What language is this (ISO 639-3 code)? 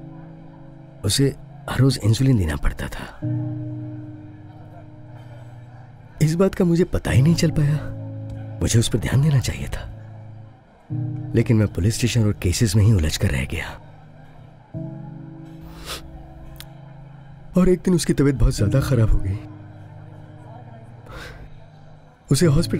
hin